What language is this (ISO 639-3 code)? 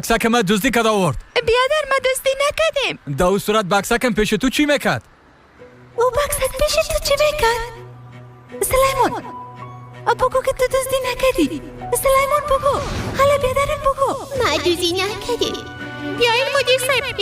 fas